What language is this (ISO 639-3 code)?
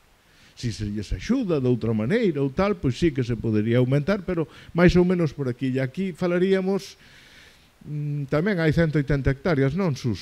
glg